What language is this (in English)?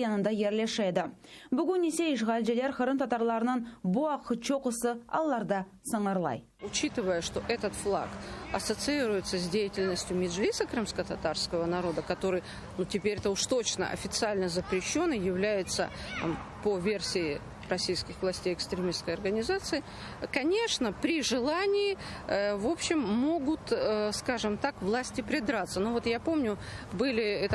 Crimean Tatar